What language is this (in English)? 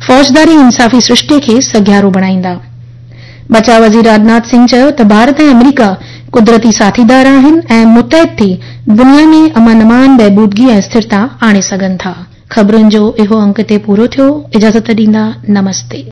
Sindhi